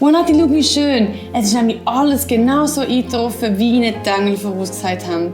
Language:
Swiss German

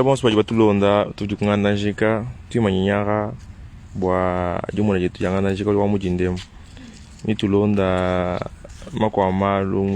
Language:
Luba-Lulua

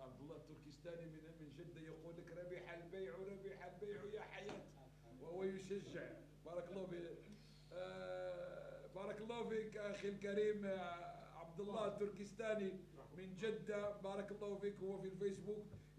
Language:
Moroccan Arabic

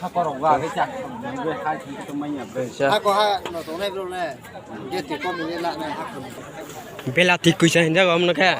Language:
Kok Borok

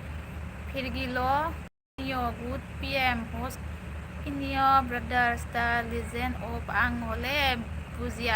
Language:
Bodo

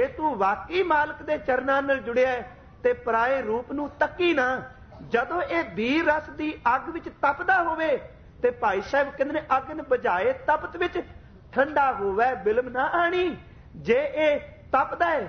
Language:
Punjabi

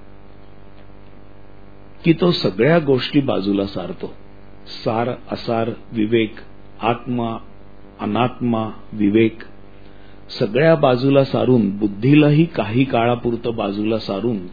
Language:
Marathi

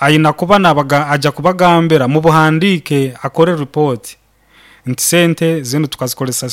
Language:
Nyankole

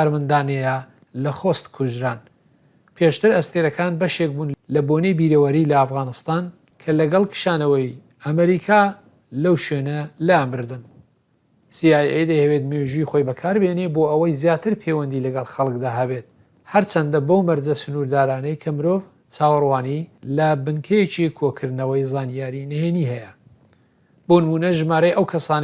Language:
Central Kurdish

